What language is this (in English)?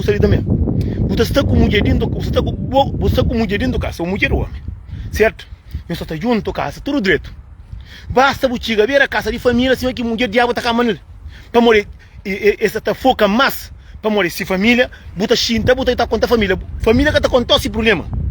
Kabuverdianu